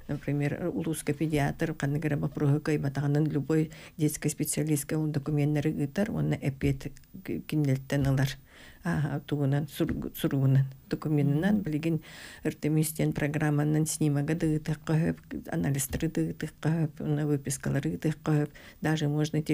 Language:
Yakut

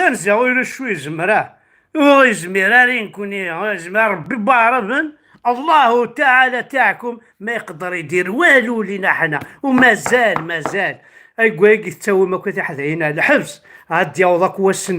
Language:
Kabyle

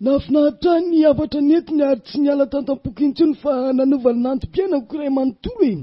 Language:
Malagasy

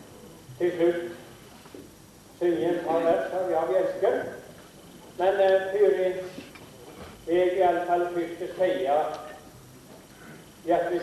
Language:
Norwegian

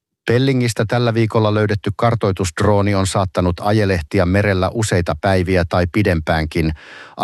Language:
Finnish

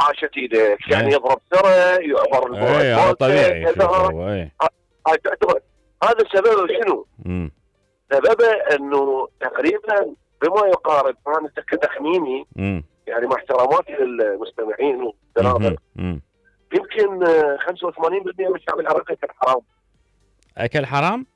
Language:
Mesopotamian Arabic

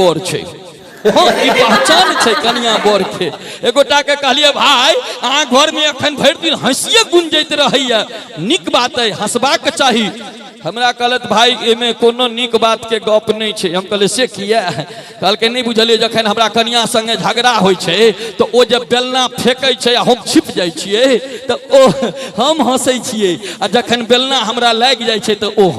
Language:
Maithili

